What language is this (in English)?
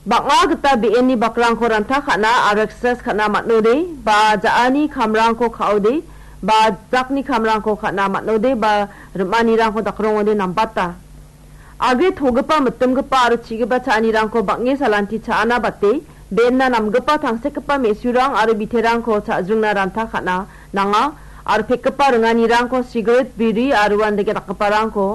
Garo